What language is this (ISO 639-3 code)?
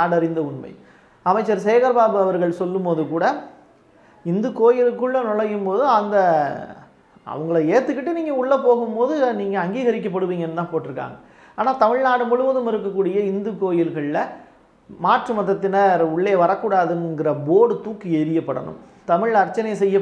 tam